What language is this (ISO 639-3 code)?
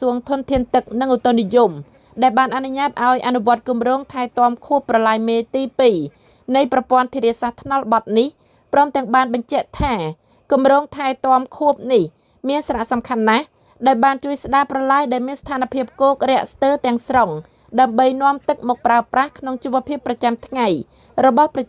khm